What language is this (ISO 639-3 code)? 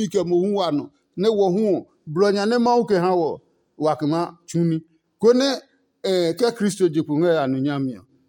ada